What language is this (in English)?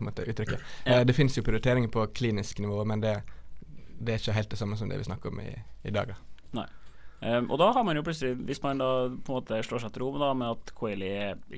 Norwegian